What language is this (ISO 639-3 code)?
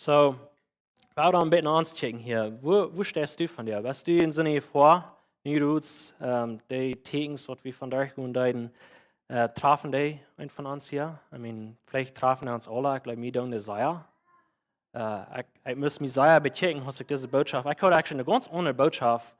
pdt